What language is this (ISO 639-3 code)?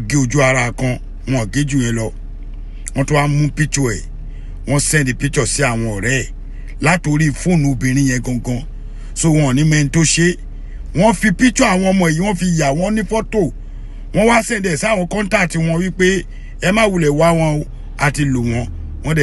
yor